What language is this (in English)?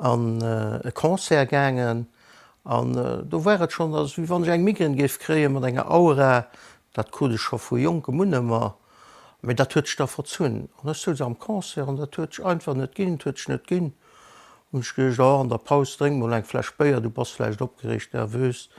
Luxembourgish